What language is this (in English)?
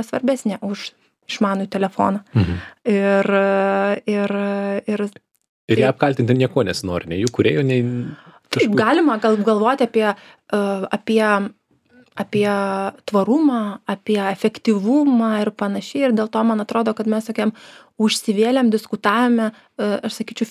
Lithuanian